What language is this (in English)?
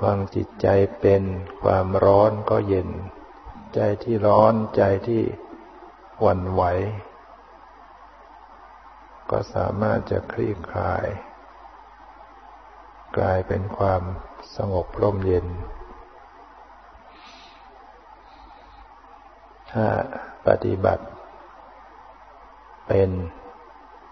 Thai